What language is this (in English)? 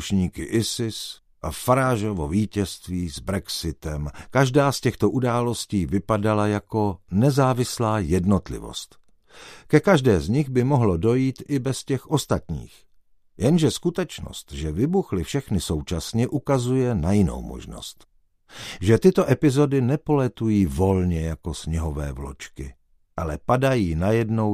Czech